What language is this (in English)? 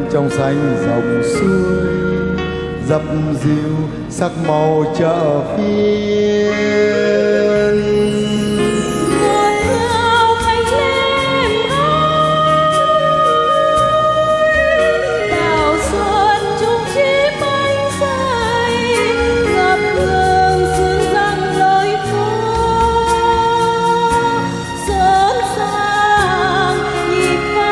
Vietnamese